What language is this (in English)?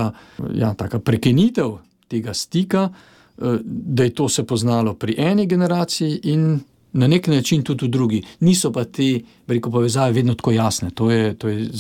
Slovenian